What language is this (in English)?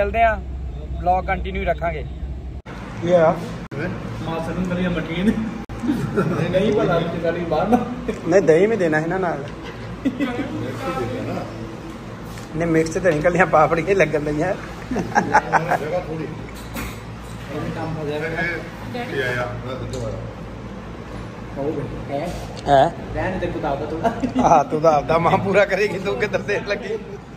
Punjabi